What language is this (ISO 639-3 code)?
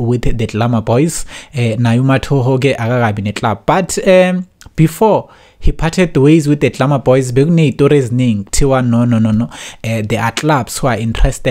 zul